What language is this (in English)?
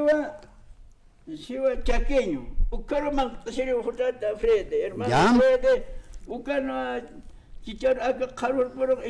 Aymara